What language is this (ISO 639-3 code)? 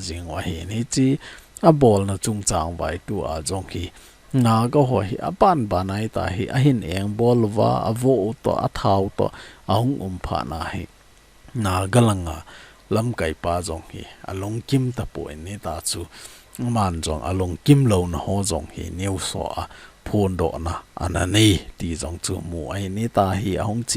tcz